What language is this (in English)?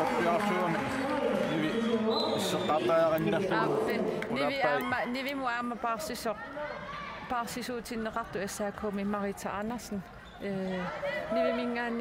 Kalaallisut